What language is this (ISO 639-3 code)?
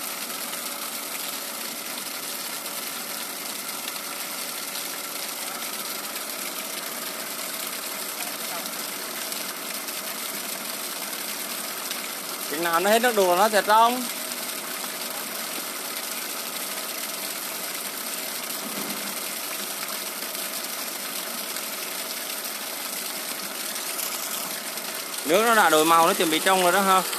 vie